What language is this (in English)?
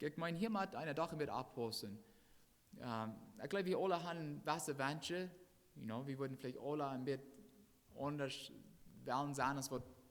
Plautdietsch